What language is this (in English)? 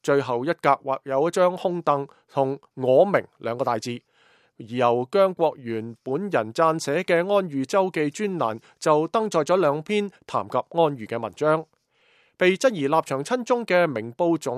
Cantonese